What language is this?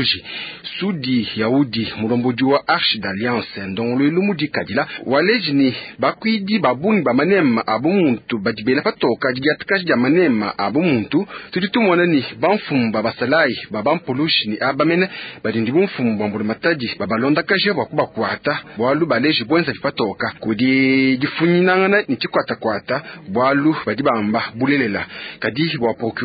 Luba-Lulua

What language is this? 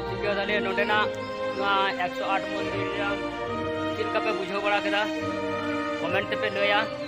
Santali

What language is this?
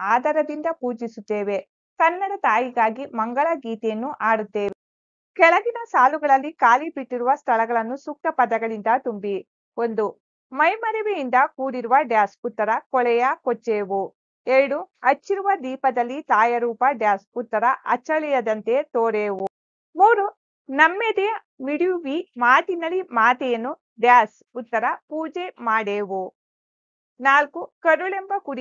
Kannada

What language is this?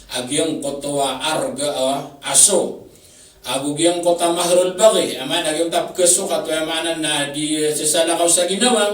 Maranao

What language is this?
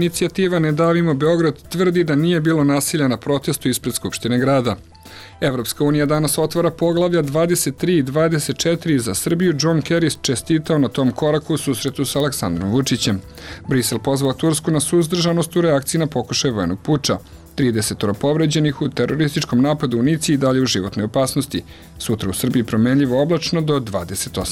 Serbian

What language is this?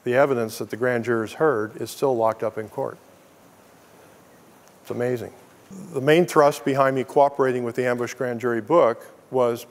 English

